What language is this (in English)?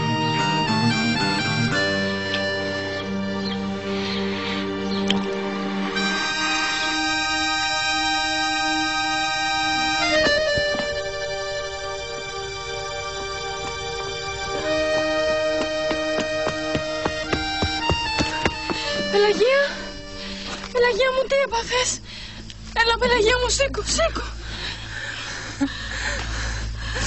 Greek